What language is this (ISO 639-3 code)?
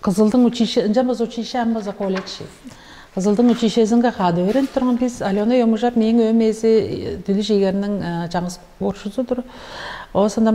tyv